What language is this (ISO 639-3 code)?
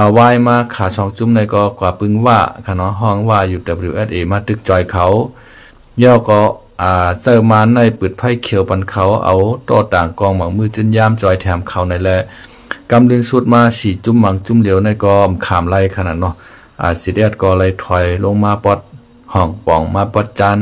shn